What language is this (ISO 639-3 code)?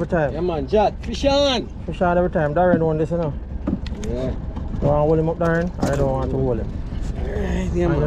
jam